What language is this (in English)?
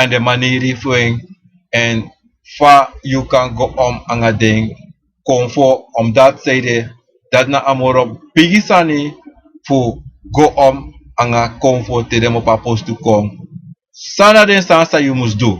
Sranan Tongo